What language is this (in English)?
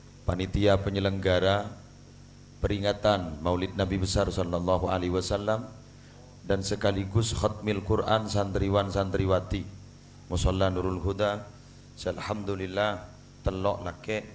Madurese